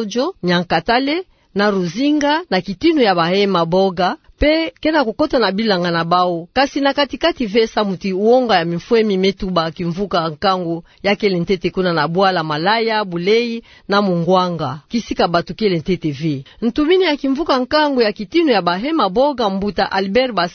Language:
Kituba (Democratic Republic of Congo)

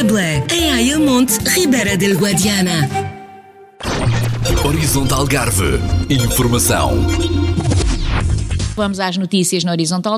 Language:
Portuguese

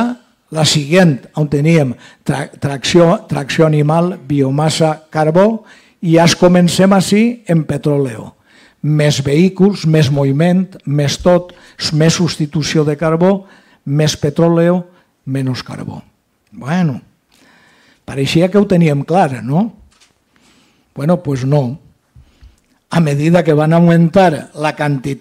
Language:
Catalan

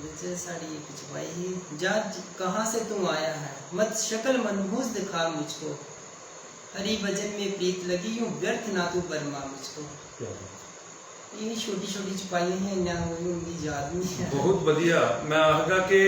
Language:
Dogri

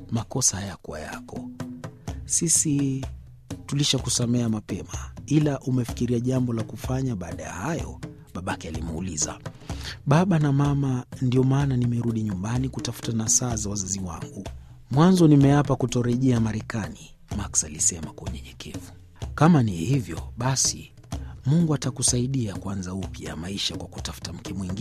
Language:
Swahili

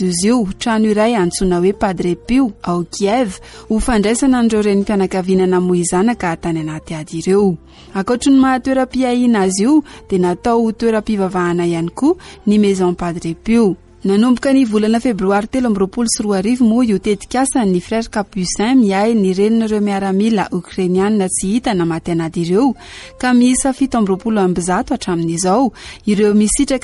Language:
Malagasy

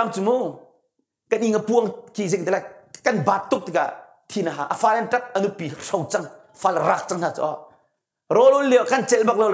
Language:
Hakha Chin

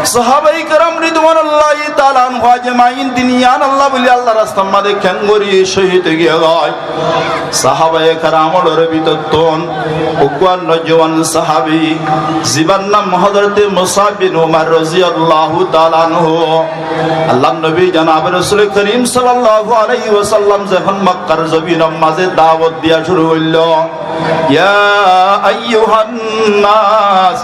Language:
Rohingya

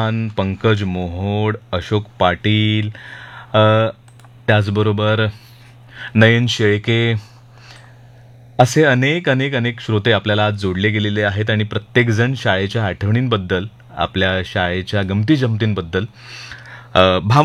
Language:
Marathi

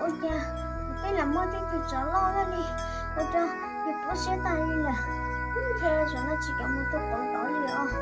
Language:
Hmong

